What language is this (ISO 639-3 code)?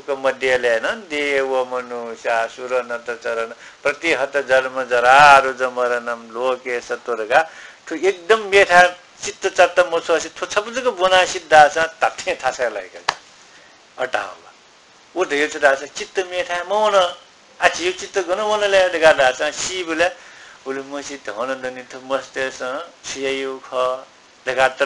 new